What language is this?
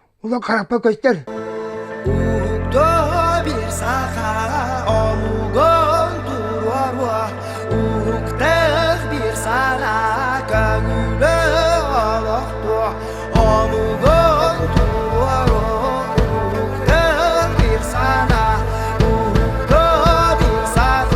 Yakut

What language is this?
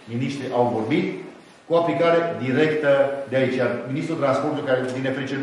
Romanian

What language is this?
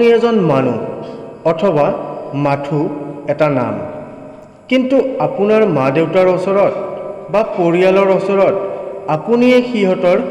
Assamese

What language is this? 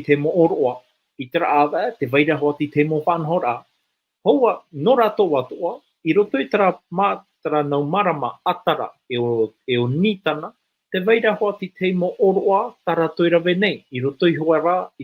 Tahitian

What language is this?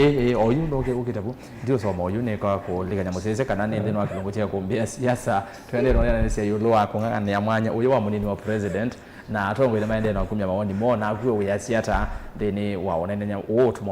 Kamba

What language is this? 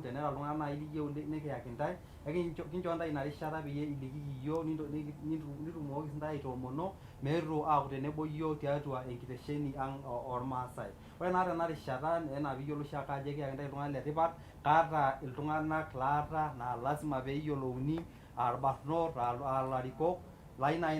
Masai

